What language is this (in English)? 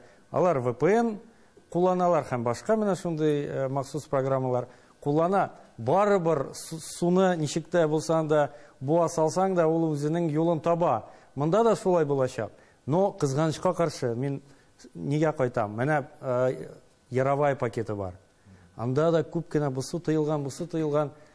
Tatar